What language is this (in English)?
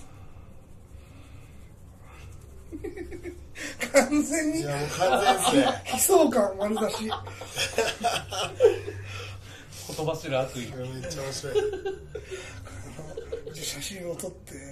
Japanese